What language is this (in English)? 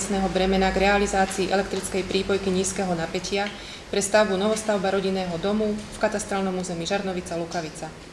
Slovak